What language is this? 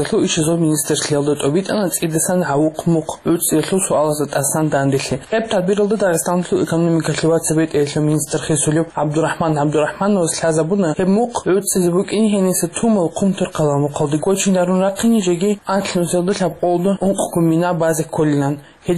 Avaric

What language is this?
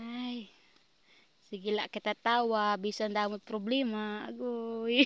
Waray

